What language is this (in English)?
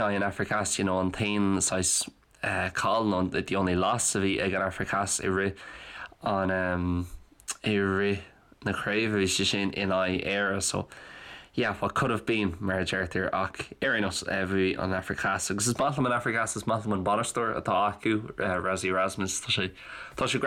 Irish